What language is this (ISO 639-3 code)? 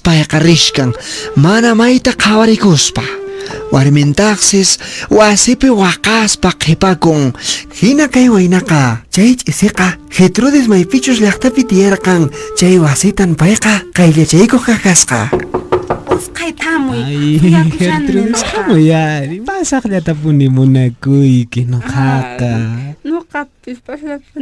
que